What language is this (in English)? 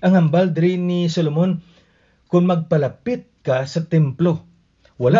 Hiligaynon